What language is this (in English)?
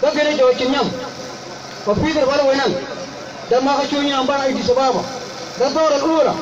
Mabaan